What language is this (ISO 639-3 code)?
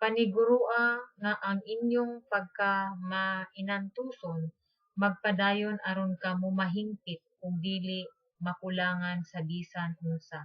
ceb